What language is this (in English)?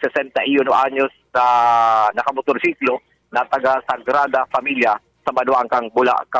Bikol